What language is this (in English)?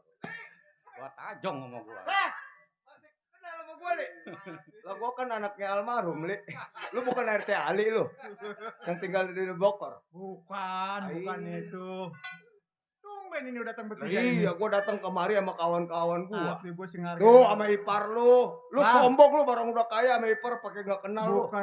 Betawi